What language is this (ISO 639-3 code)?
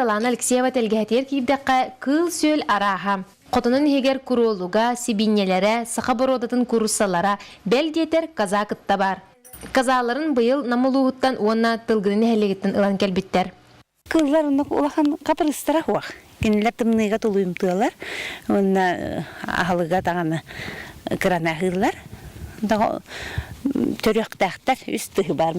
sah